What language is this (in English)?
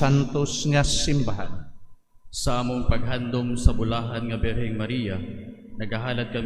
Cebuano